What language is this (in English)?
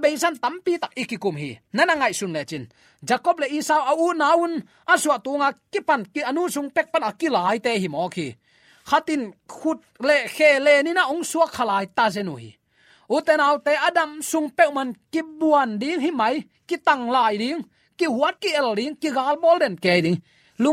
Tedim Chin